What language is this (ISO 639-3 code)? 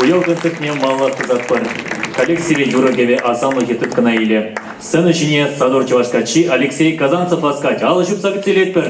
chv